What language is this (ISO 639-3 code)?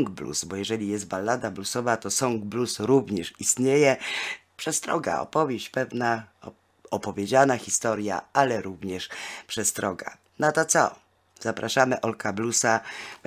pol